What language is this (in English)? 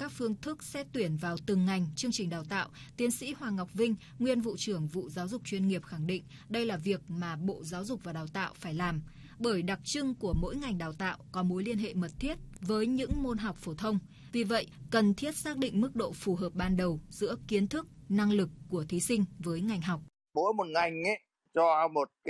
Vietnamese